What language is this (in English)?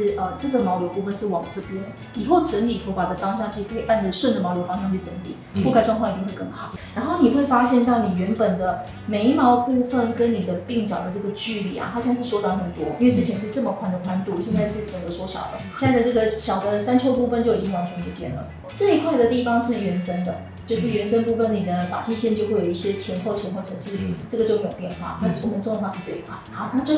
Chinese